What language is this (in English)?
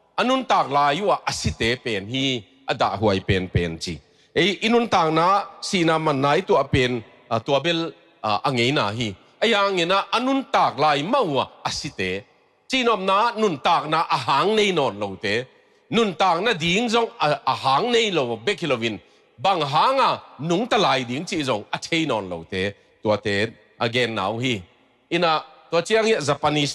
Tedim Chin